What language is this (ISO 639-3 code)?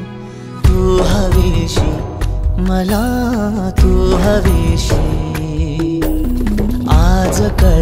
mar